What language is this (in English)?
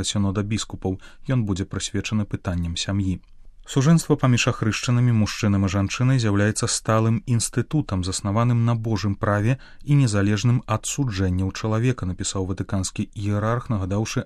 Belarusian